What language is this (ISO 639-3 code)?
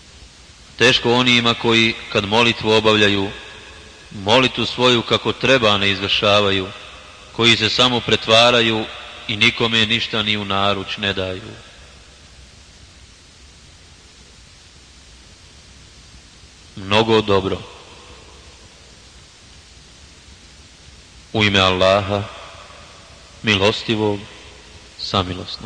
bos